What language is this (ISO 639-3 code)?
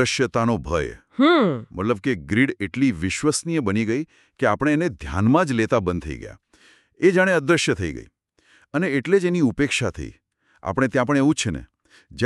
guj